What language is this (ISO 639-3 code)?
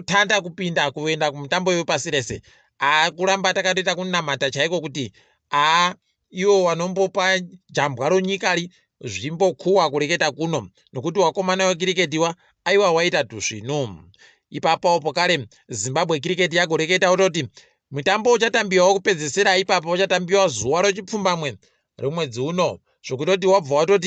ndc